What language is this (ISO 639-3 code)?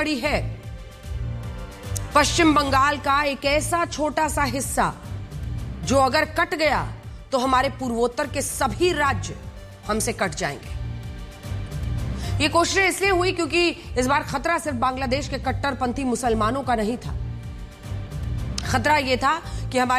hin